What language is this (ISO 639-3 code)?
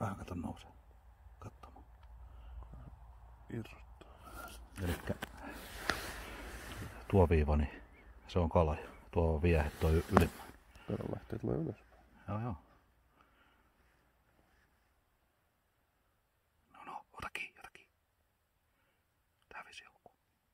fin